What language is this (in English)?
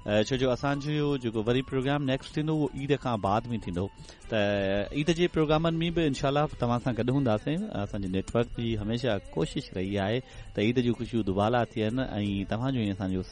Sindhi